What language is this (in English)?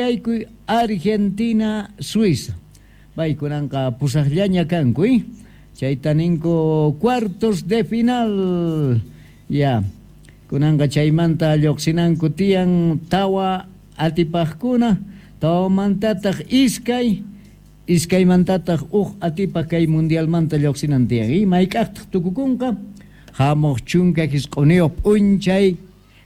Quechua